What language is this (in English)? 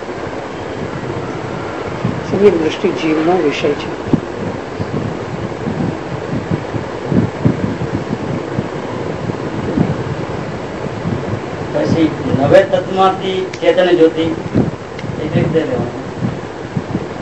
Gujarati